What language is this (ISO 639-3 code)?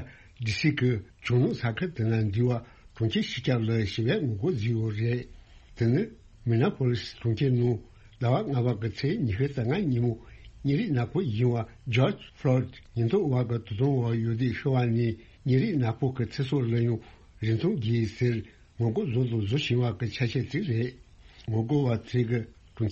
bod